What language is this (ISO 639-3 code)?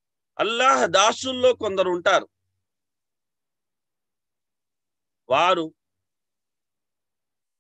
tel